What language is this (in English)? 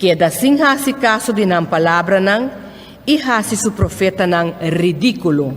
Papiamento